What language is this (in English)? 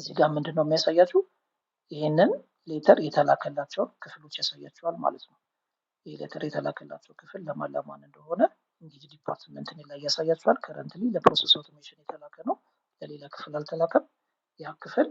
Amharic